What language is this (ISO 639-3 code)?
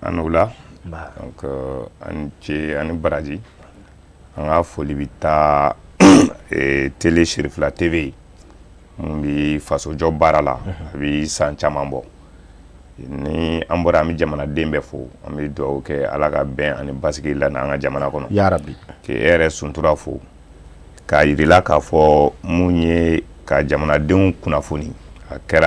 bam